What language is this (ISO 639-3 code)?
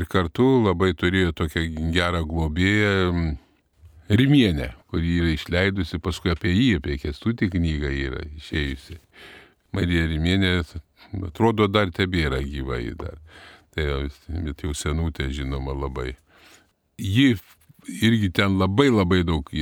lit